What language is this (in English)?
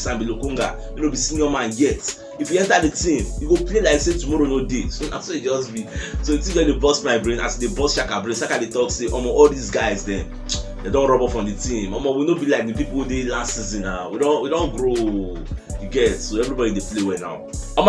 Nigerian Pidgin